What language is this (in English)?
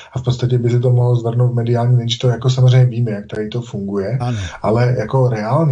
Czech